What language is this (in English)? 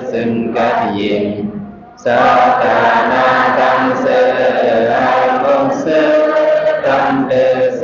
Shan